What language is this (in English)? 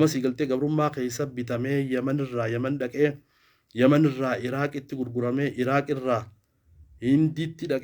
Oromo